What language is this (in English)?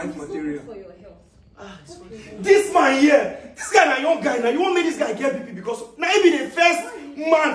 Nigerian Pidgin